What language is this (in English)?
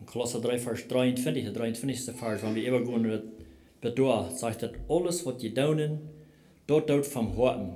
Plautdietsch